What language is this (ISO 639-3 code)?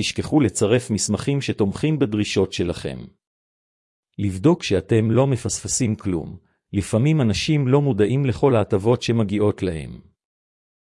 heb